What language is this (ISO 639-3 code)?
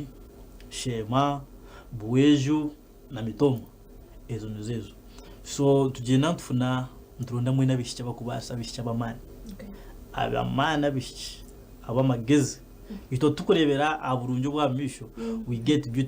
nyn